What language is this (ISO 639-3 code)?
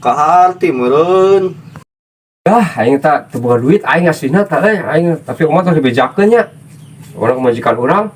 sun